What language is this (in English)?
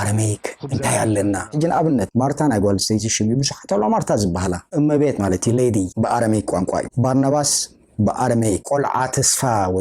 Tigrinya